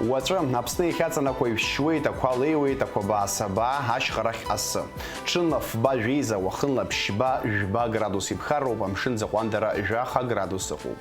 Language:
Abkhazian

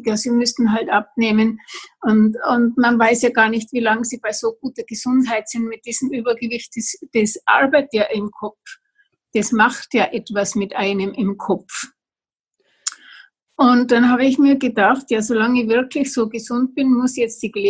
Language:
German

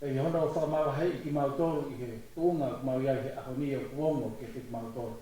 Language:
Tongan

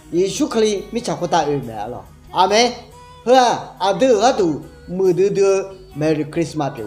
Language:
Akha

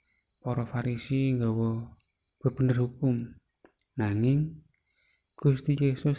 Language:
Javanese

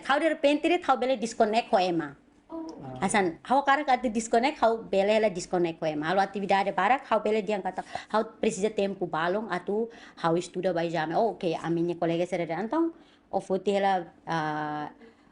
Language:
Tetum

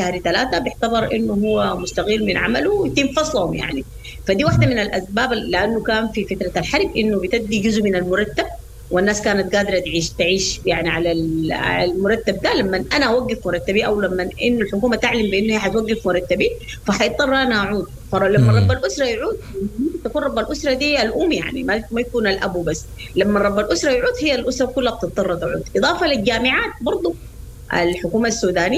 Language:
Sudanese Arabic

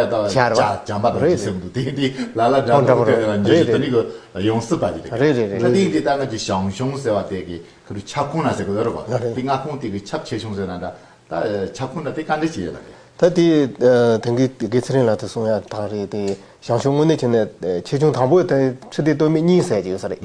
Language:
Tibetan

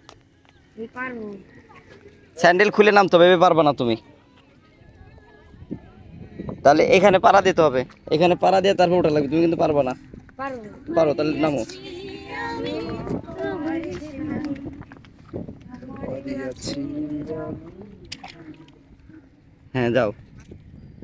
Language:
Bangla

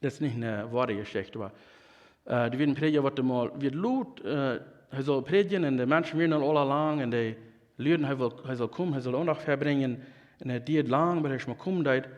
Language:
Plautdietsch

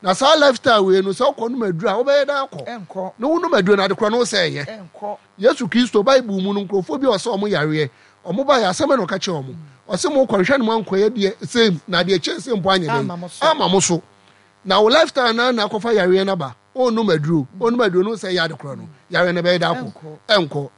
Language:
Akan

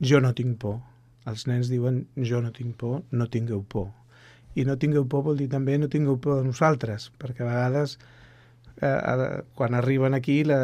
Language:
Catalan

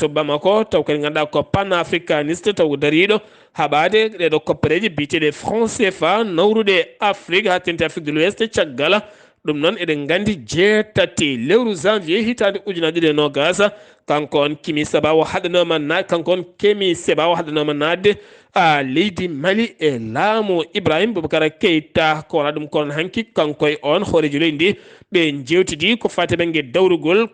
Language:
Fula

